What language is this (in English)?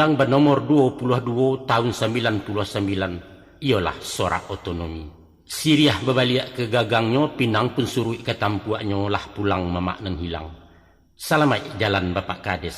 Minangkabau